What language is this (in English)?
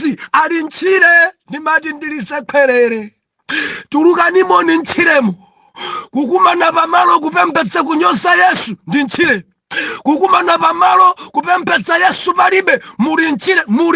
Nyanja